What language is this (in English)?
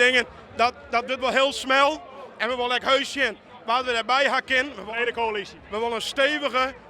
Western Frisian